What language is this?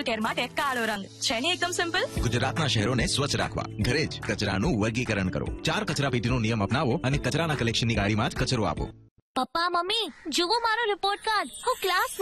Gujarati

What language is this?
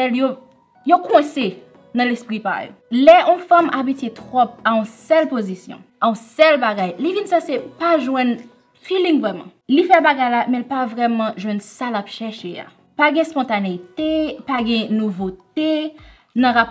Haitian Creole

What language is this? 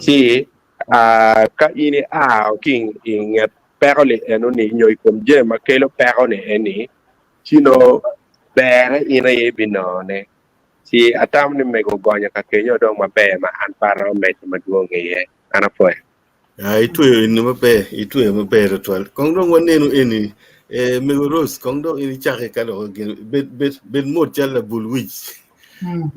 Acoli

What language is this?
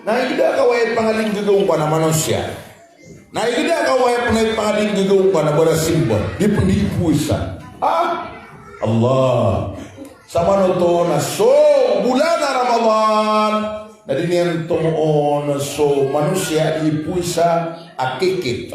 Maranao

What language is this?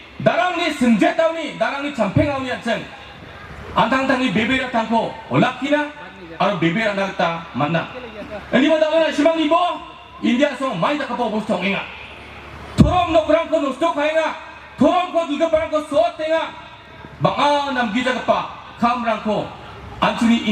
Garo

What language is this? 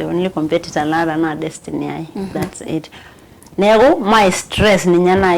Masai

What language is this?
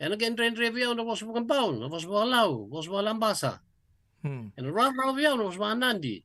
Fijian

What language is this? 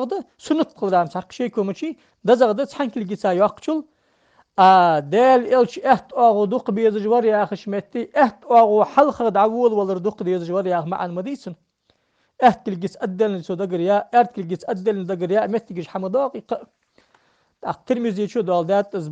Ingush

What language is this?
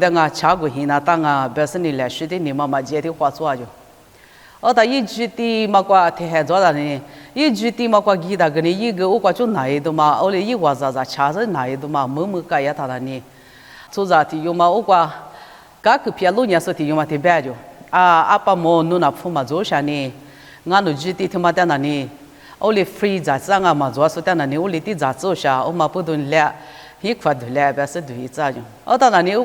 Lisu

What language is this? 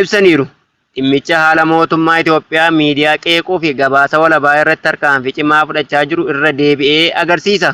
Oromo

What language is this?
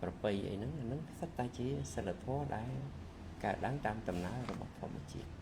Khmer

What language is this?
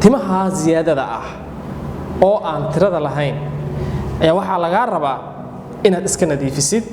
Somali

